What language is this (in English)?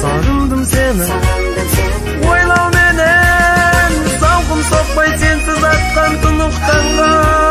Kazakh